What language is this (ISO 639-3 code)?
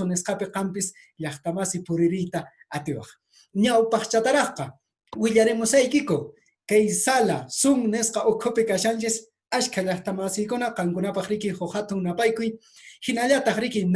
que